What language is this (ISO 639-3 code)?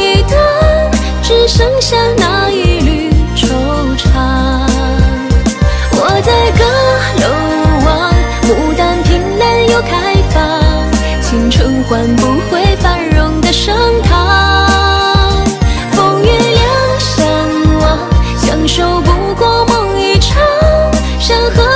zho